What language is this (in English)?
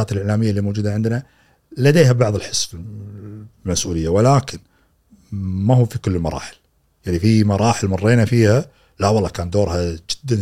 Gulf Arabic